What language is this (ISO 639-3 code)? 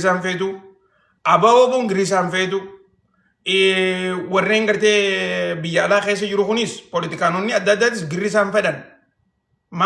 orm